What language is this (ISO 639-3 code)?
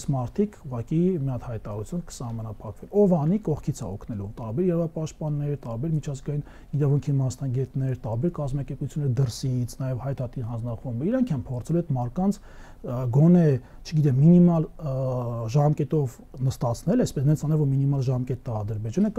hye